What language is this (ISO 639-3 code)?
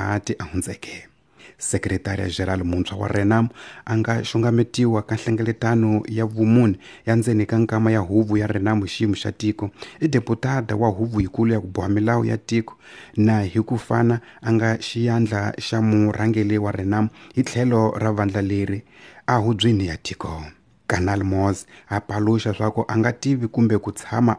tso